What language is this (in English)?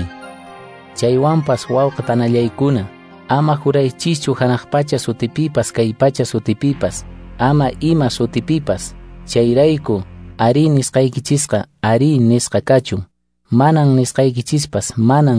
Quechua